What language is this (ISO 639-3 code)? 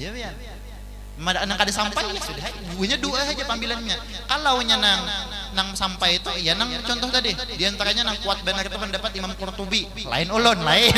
bjn